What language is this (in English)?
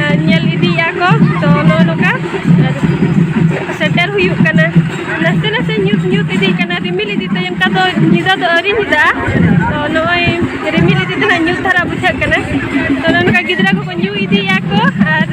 Santali